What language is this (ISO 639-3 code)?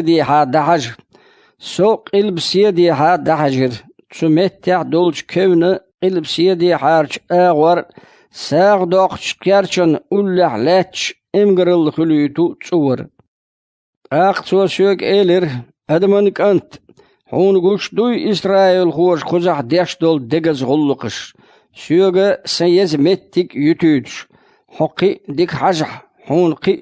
che